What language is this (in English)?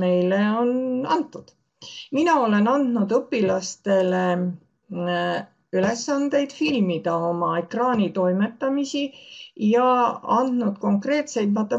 Estonian